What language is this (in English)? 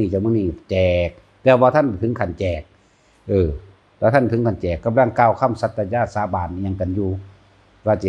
Northeastern Thai